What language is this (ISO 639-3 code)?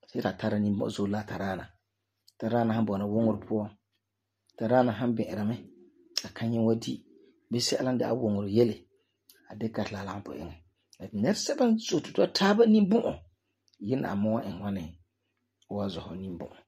gur